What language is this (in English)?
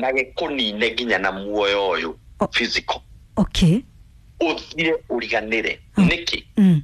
Kikuyu